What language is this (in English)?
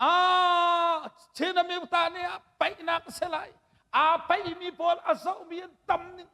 Hakha Chin